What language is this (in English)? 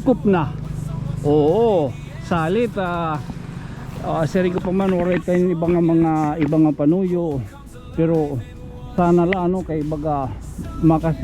Waray